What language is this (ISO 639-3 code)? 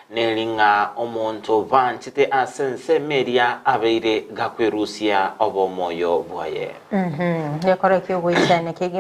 guz